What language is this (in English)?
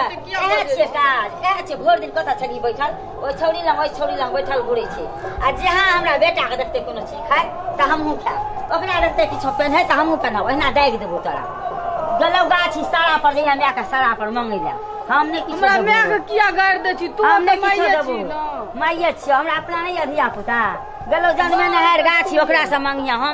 Maithili